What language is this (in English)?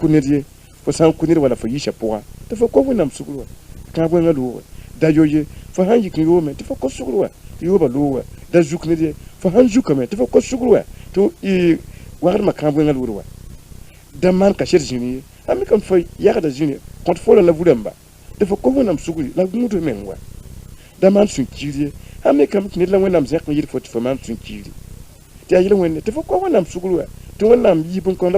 Mossi